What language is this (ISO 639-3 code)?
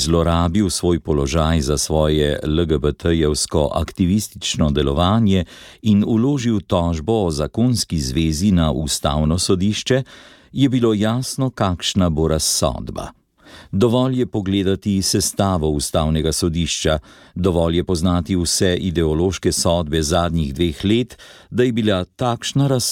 slv